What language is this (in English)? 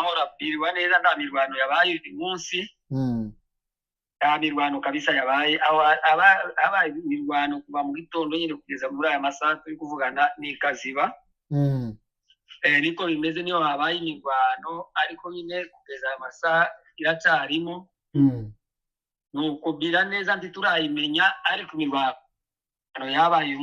Kinyarwanda